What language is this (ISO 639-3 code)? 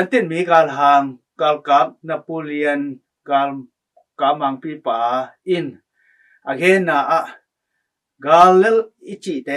ctd